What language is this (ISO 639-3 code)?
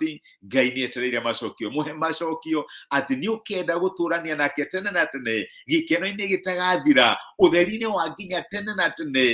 kik